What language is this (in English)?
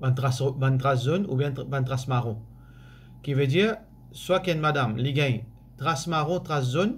Morisyen